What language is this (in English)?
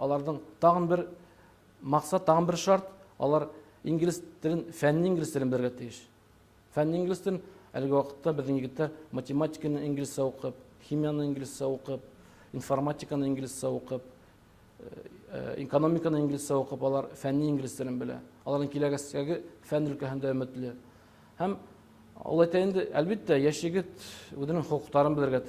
Bashkir